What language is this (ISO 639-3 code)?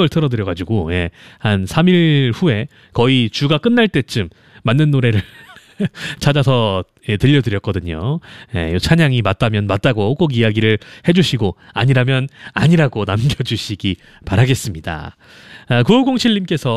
kor